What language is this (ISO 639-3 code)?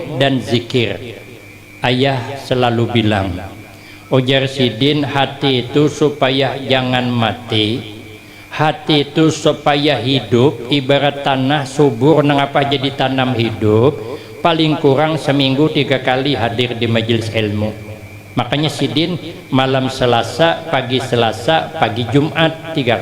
bjn